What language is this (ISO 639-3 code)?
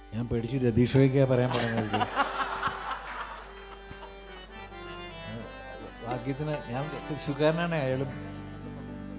mal